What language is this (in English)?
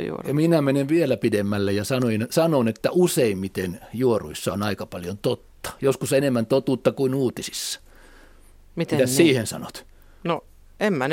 Finnish